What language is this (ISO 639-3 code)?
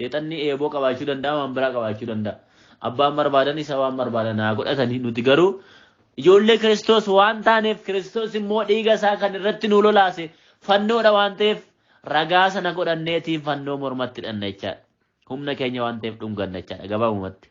orm